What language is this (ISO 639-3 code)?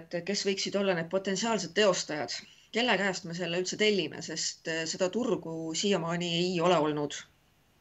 est